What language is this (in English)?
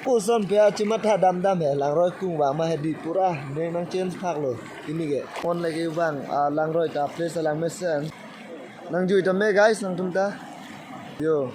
Karbi